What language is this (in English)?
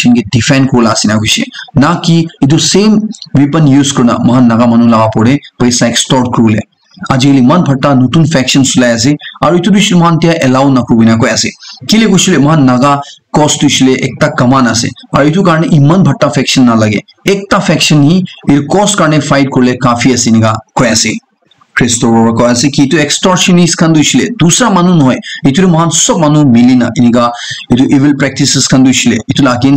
Naga Pidgin